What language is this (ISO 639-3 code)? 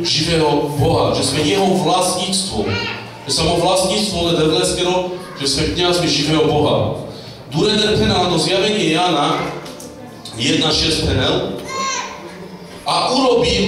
slk